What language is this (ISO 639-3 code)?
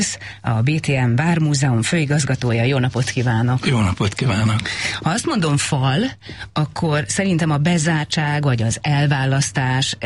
hun